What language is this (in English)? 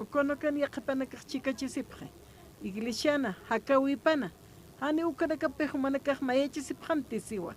Aymara